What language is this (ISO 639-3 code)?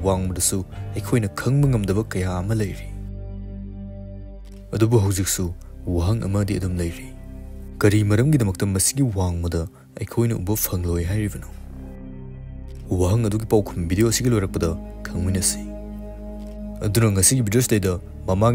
mni